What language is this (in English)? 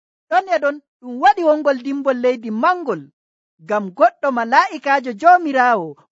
Nigerian Fulfulde